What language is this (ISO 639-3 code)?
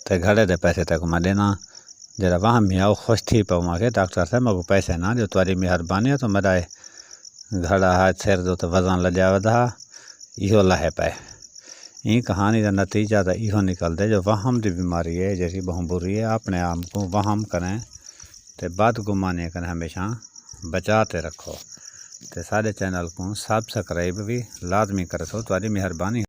skr